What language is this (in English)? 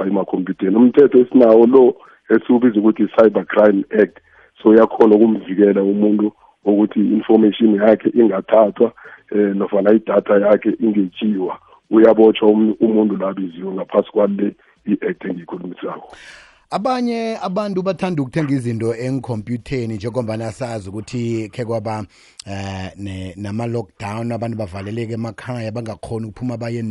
South Ndebele